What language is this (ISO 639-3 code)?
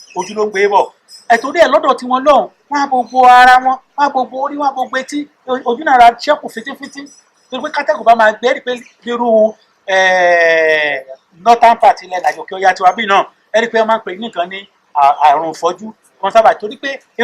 yor